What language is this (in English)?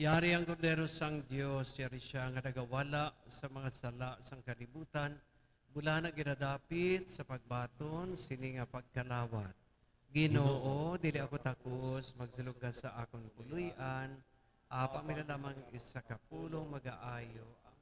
Hiligaynon